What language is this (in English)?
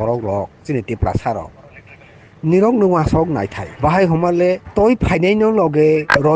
Riang (India)